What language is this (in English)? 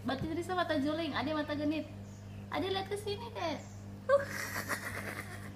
Indonesian